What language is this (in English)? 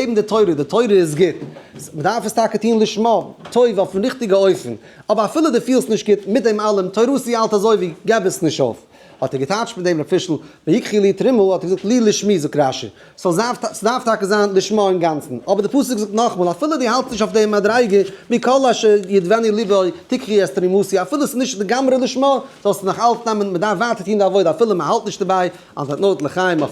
Yiddish